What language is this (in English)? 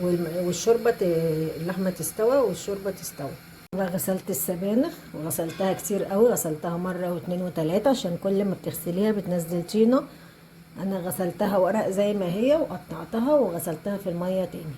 Egyptian Arabic